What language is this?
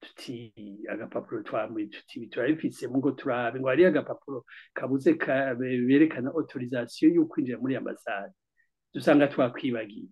Rundi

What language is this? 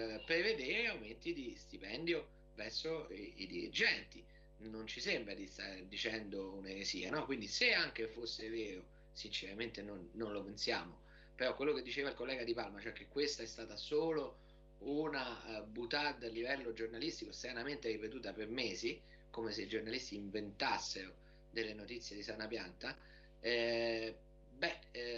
Italian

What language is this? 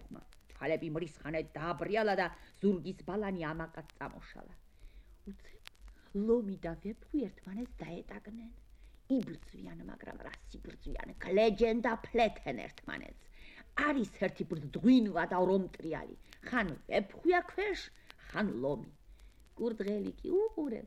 Georgian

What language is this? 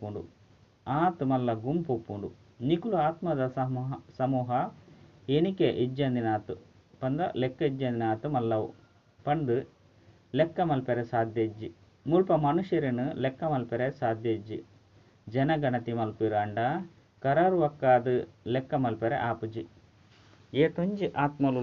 Tulu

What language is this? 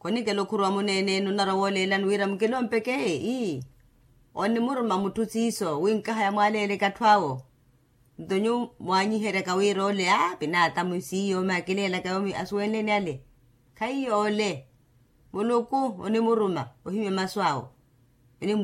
Makhuwa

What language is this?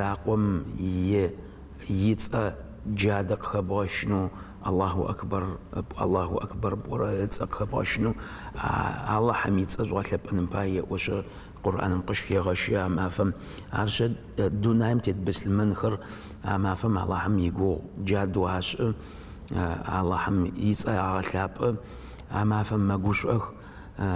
Adyghe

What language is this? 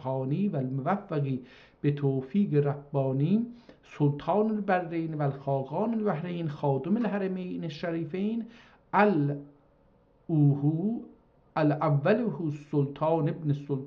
South Azerbaijani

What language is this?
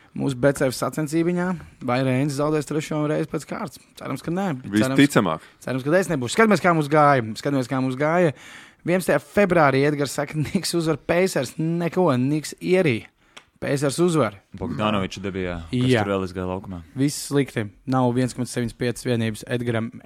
Latvian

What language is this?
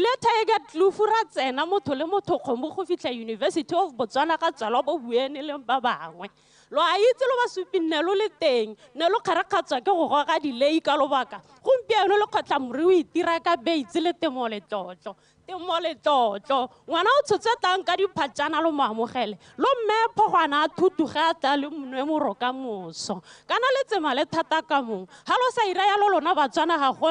Tswana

